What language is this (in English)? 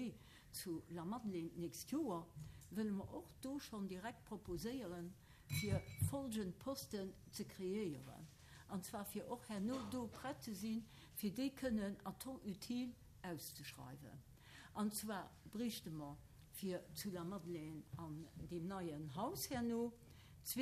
Luxembourgish